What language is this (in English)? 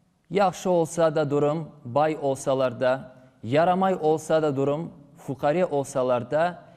Crimean Tatar